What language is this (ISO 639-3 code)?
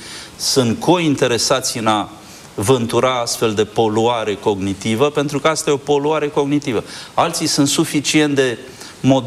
ron